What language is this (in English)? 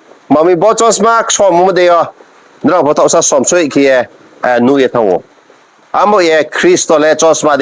Riang (India)